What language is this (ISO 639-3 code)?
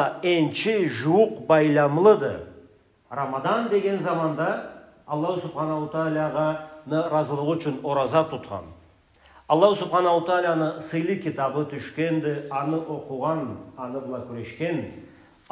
krc